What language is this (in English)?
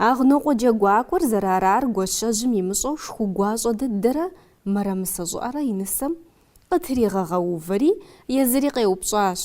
Kabardian